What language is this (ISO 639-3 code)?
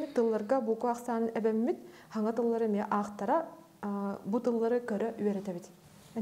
sah